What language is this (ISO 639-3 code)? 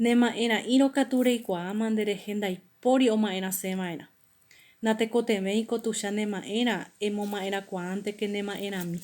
grn